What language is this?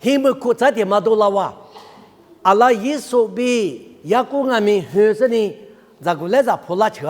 Lisu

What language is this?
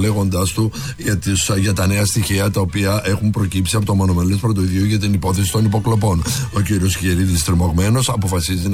Greek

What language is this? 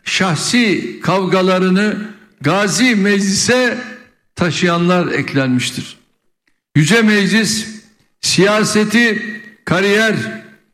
Turkish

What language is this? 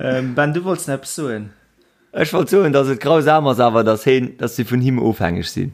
Luxembourgish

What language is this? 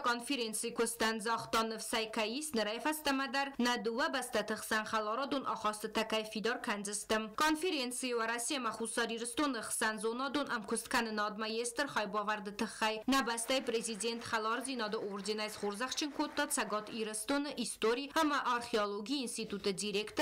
Ossetic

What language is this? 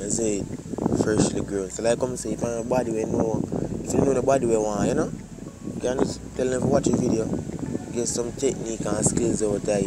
Jamaican Creole English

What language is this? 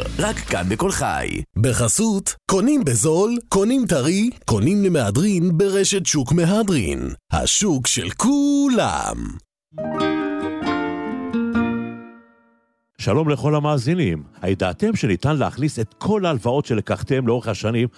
Hebrew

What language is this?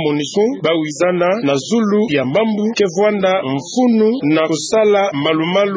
Kituba (Democratic Republic of Congo)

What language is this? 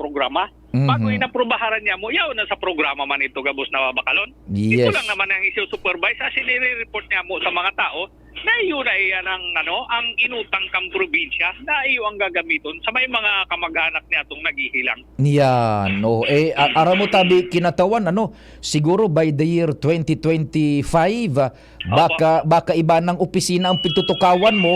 Bikol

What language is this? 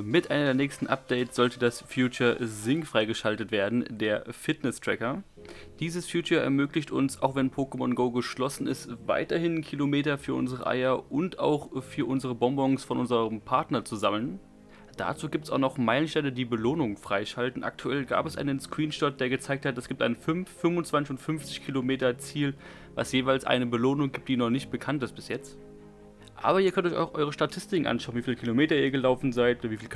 German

